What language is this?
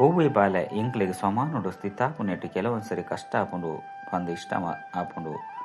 Tulu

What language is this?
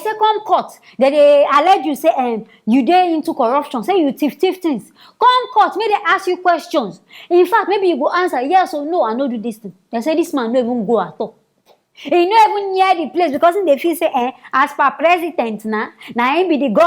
Nigerian Pidgin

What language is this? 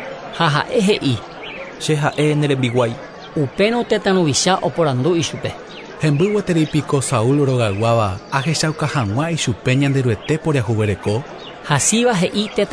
Guarani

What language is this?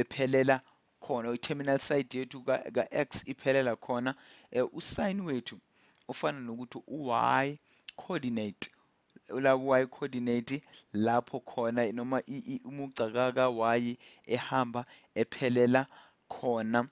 Zulu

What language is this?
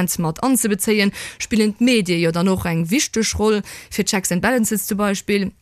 Luxembourgish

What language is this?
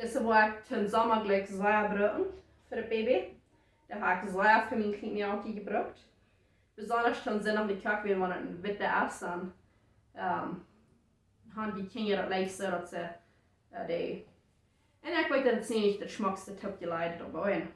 Plautdietsch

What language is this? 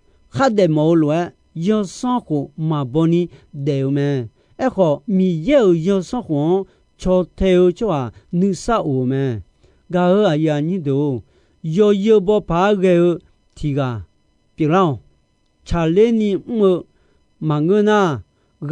Akha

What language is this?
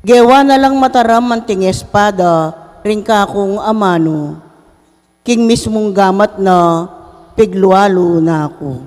Pampanga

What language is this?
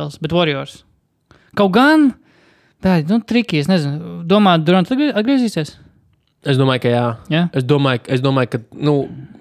Latvian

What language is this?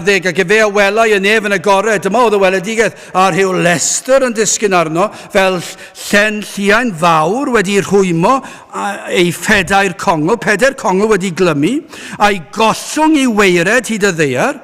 Welsh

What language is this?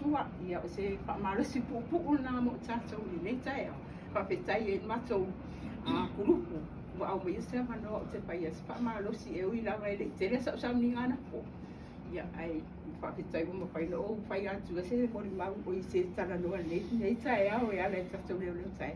Samoan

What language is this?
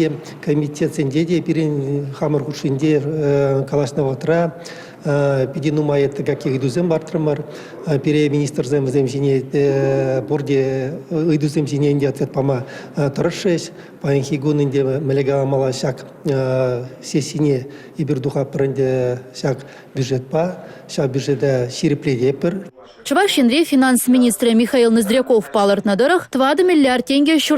Chuvash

